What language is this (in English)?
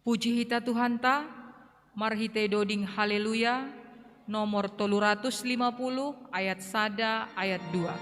Batak Simalungun